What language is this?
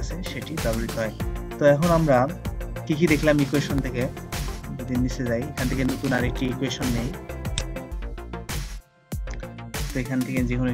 Bangla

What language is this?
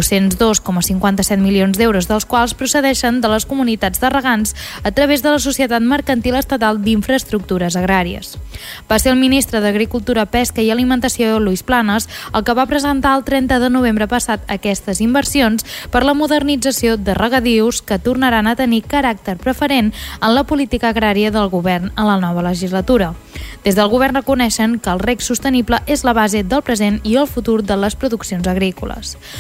Catalan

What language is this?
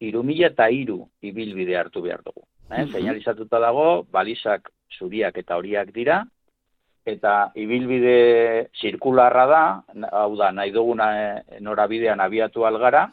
Basque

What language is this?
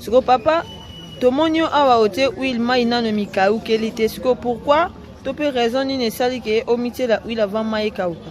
Lingala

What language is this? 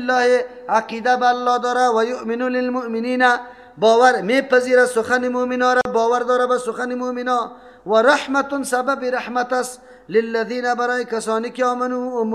Persian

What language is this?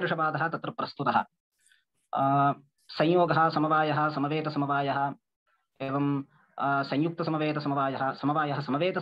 Sanskrit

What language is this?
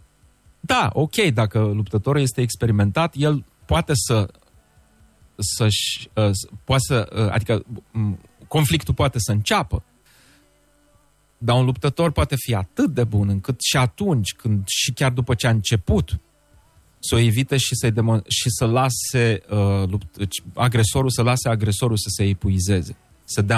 Romanian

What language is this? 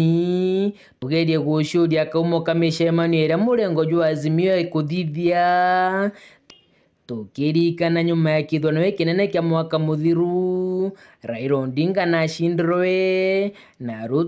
Meru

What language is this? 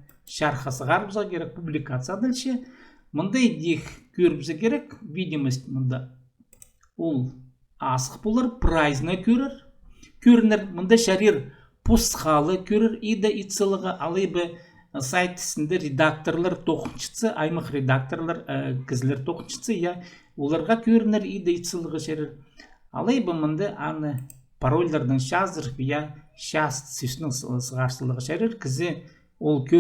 Khakas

